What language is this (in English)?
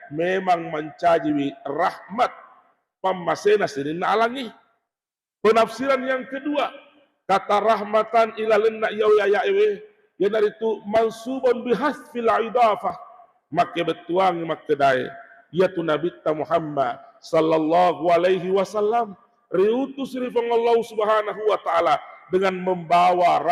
Buginese